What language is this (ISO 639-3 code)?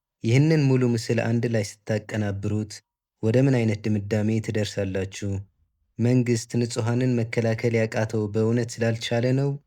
amh